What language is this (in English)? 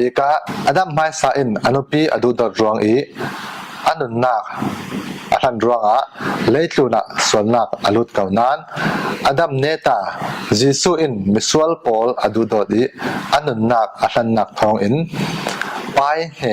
Falam Chin